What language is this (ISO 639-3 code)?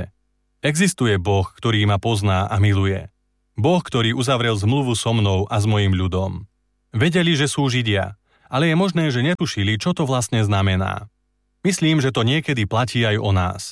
slk